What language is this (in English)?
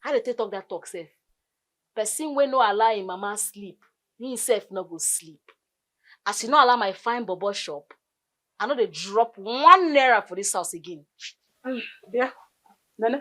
Nigerian Pidgin